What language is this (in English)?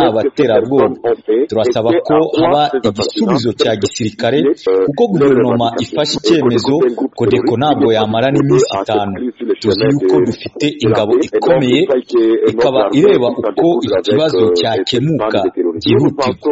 Kinyarwanda